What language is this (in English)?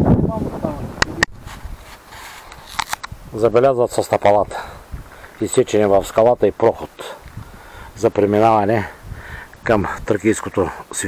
Bulgarian